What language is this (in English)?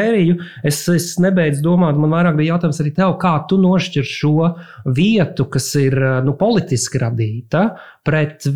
Latvian